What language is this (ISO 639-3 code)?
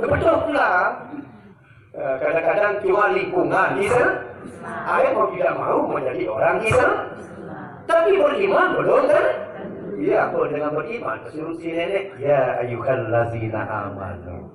sas